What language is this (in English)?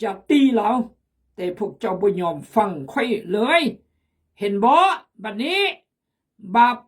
Khmu